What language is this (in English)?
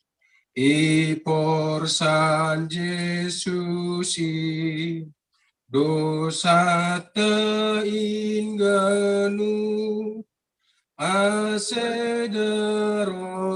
Batak Simalungun